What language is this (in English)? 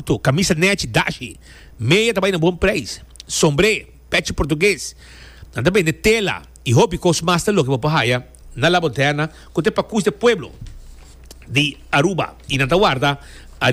Papiamento